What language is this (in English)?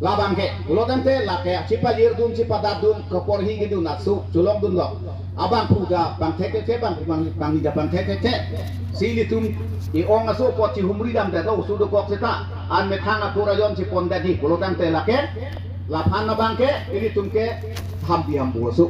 Karbi